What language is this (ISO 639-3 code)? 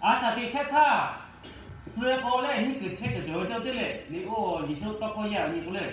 lhu